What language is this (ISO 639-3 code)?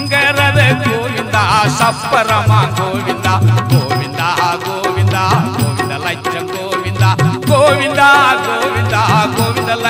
tam